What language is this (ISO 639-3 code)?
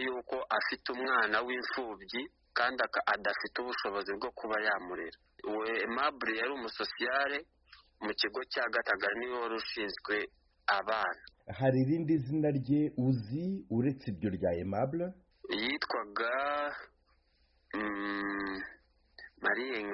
kin